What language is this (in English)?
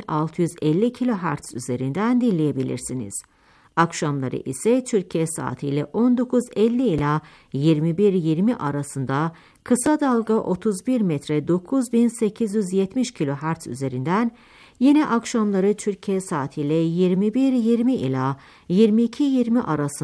Turkish